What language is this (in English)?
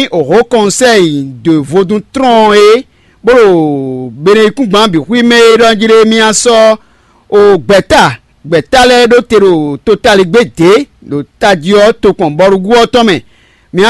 Fon